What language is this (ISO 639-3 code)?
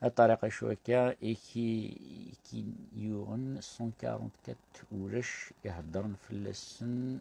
kab